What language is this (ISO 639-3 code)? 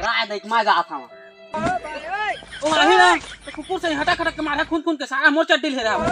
hne